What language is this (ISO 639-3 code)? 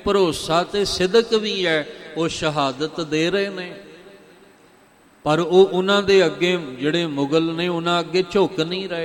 pan